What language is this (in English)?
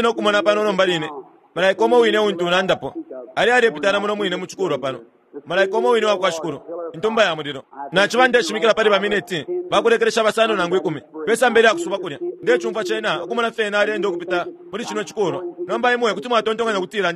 Bemba